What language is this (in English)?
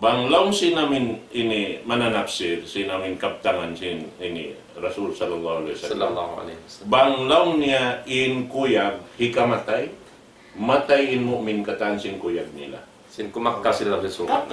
Tausug